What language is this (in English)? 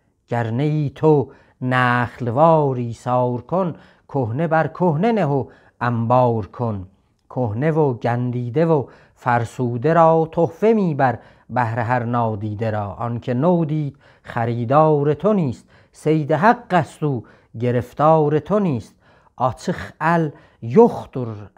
South Azerbaijani